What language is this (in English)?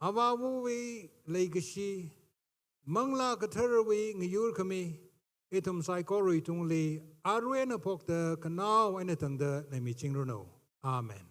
Tangkhul Naga (India)